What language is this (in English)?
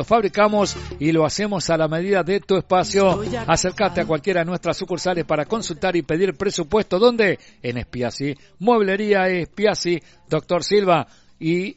Spanish